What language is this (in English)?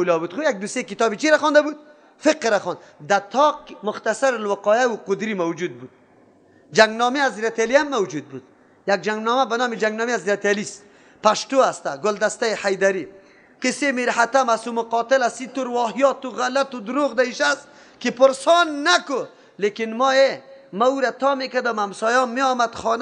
Persian